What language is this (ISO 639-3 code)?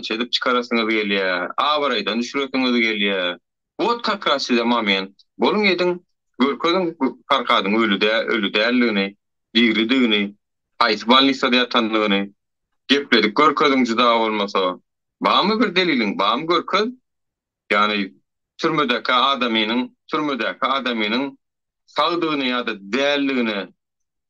tuk